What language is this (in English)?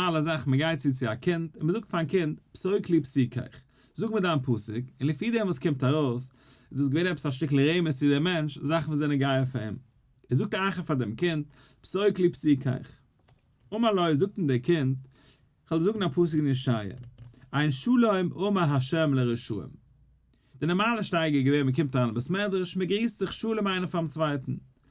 Yiddish